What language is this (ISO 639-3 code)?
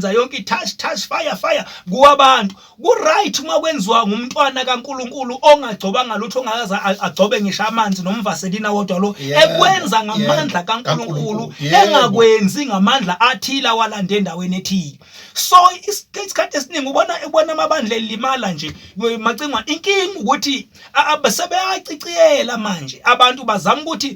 zul